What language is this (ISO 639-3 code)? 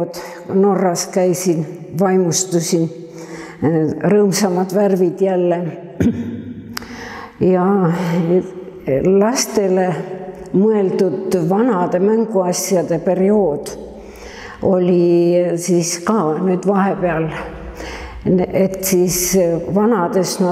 est